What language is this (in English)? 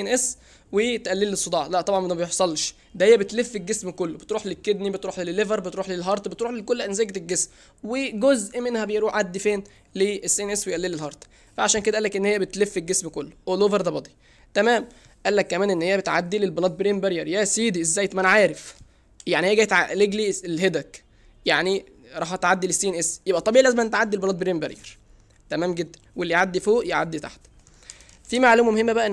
Egyptian Arabic